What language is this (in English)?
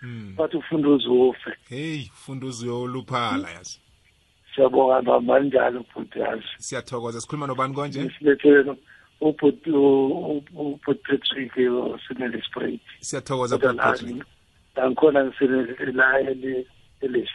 South Ndebele